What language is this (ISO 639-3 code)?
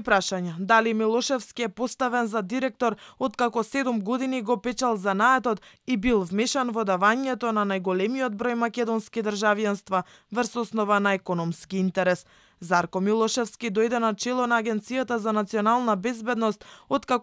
mkd